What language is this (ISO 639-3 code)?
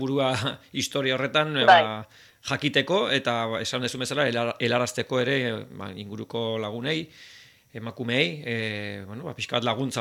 eus